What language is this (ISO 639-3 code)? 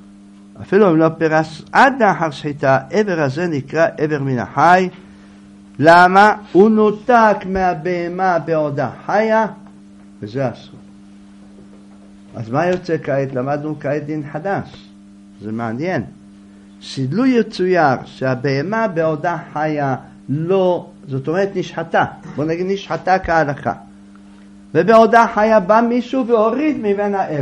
heb